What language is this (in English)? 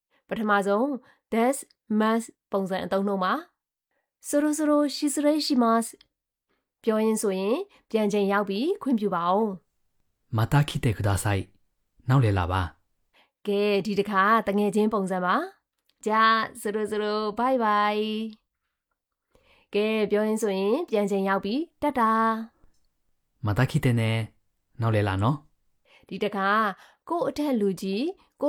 Burmese